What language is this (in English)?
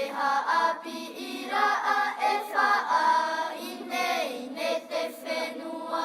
Tahitian